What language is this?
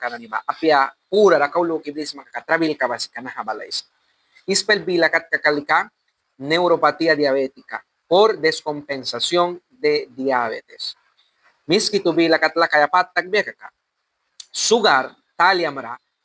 Mískito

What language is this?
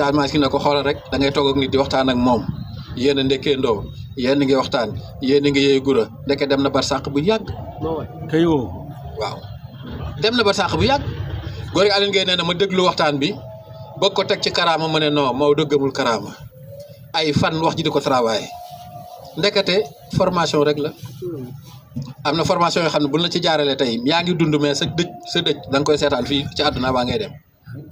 Wolof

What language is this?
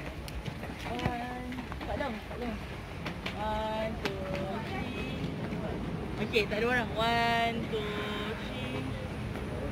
Malay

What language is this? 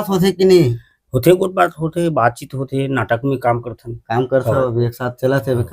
Chhattisgarhi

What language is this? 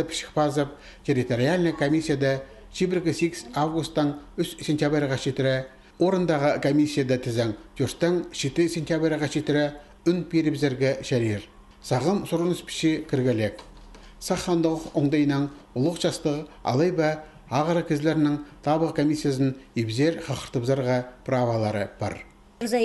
Khakas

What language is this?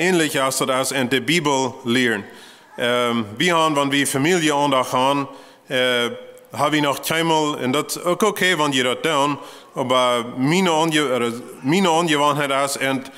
Plautdietsch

